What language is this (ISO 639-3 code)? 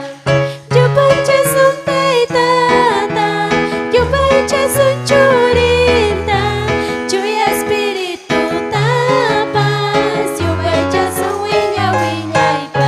quy